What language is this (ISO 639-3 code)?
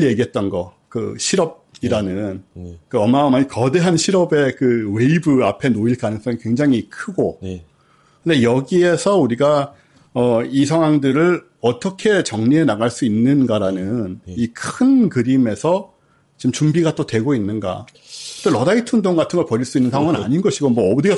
kor